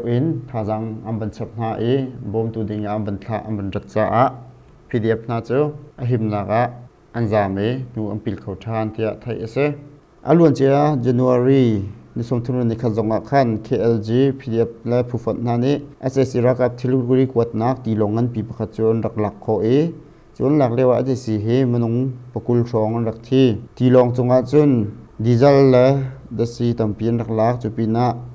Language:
Hakha Chin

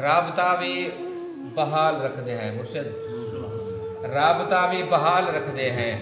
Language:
Saraiki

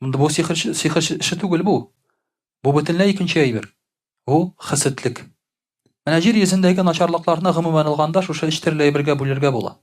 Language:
Tatar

